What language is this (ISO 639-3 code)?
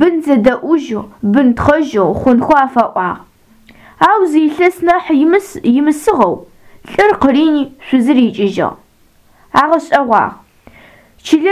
ady